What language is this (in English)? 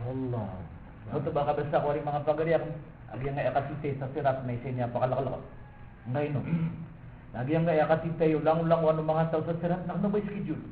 Maranao